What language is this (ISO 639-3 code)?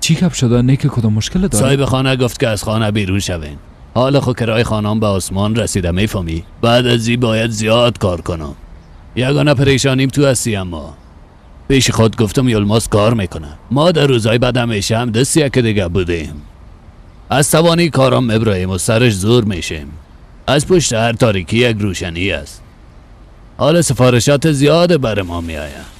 fas